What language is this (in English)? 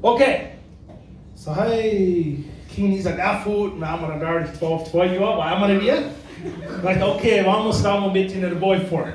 Plautdietsch